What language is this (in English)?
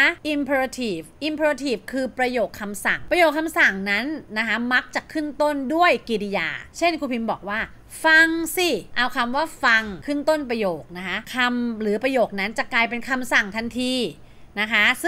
Thai